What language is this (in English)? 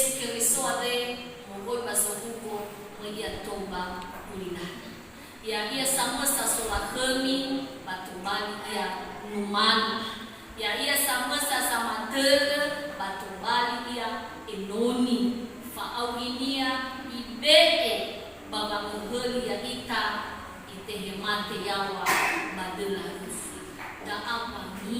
Nias